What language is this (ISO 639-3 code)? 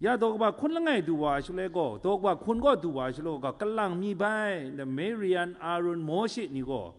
kac